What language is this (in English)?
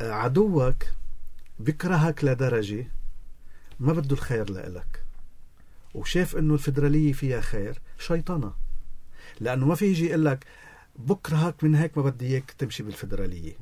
North Levantine Arabic